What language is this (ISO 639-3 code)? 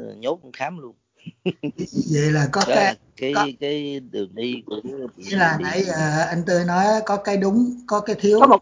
vie